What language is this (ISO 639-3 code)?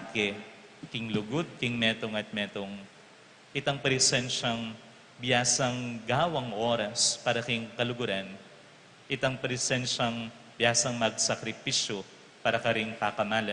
pam